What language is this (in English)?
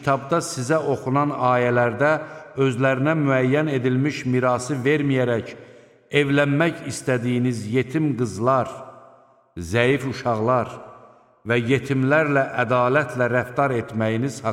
Azerbaijani